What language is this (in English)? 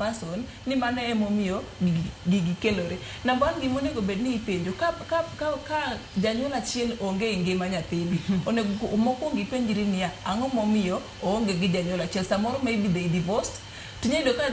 Luo (Kenya and Tanzania)